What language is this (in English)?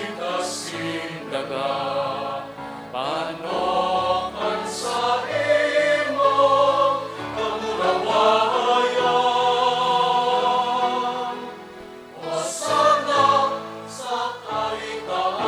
Bikol